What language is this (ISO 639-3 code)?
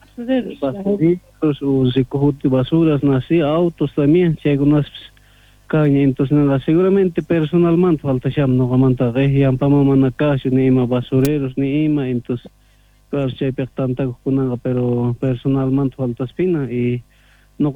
quh